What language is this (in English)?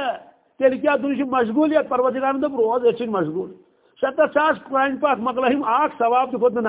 Kashmiri